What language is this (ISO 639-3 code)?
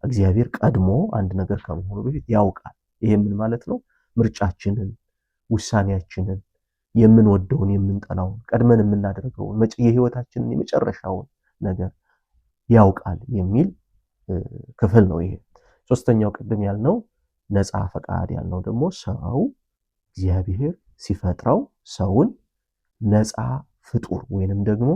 amh